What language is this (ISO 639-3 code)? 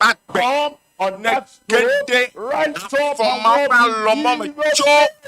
ewe